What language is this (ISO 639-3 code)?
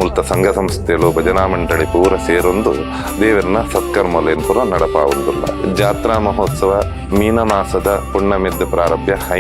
tcy